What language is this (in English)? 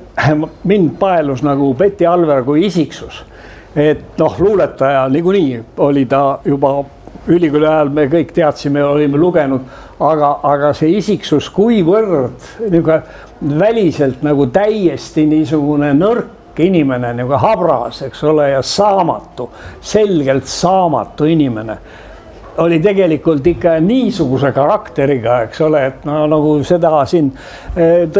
Estonian